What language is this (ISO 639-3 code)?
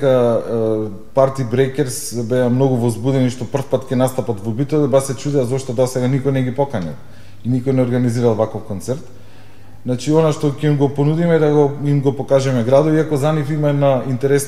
mkd